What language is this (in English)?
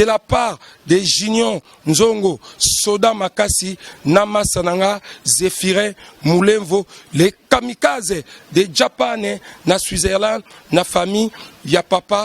Lingala